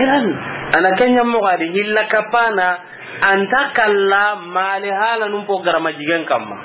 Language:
Soninke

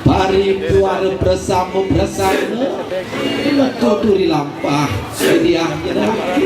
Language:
Balinese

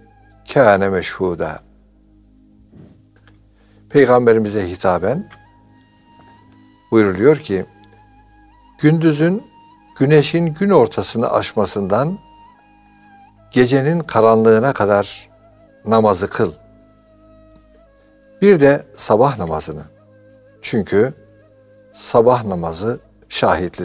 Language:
Turkish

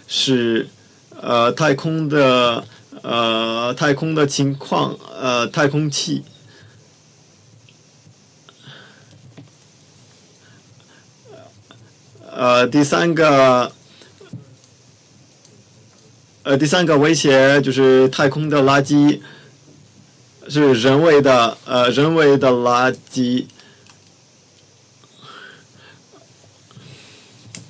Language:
Chinese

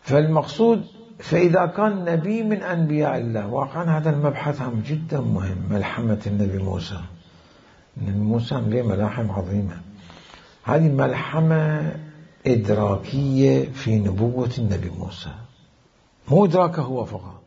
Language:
Mesopotamian Arabic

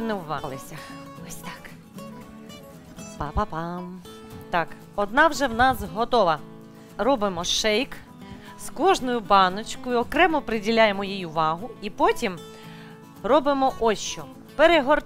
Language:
Ukrainian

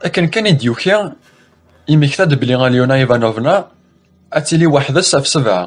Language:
Kabyle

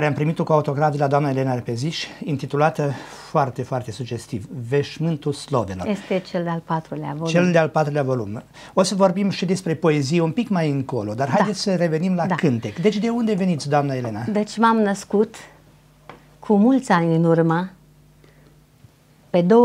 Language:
Romanian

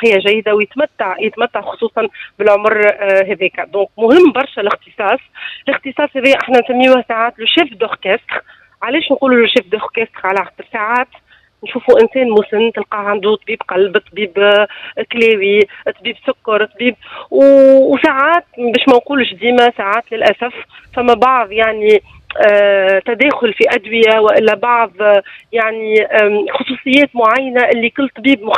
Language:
Tunisian Arabic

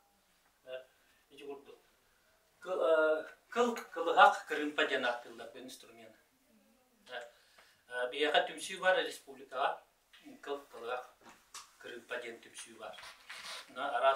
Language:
Yakut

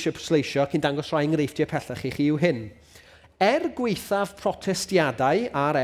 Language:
Welsh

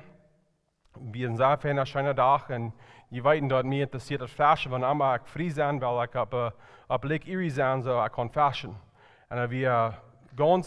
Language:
Plautdietsch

